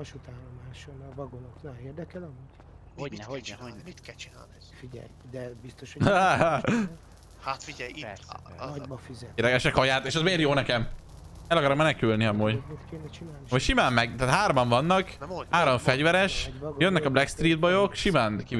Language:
Hungarian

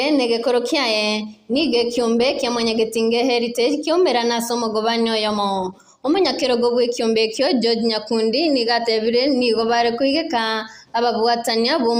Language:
Gusii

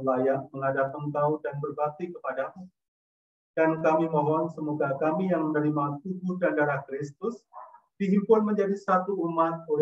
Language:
Indonesian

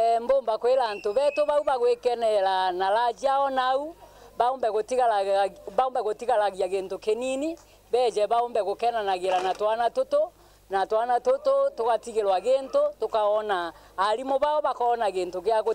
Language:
Meru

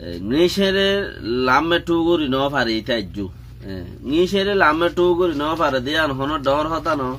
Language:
Rohingya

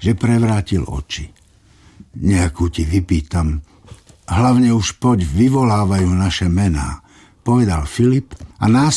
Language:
Slovak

